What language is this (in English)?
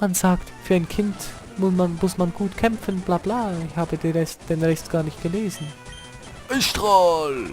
Swiss German